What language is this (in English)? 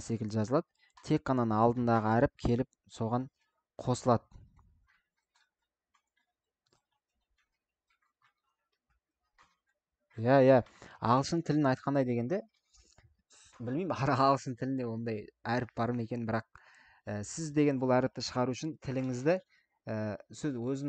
Kazakh